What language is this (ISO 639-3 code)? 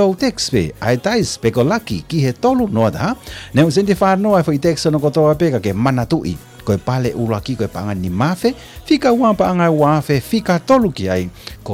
ton